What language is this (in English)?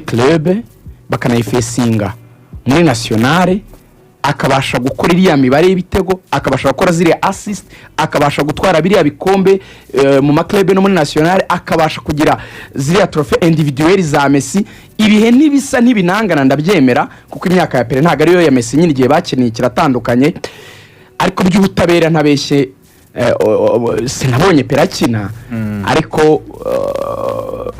Kinyarwanda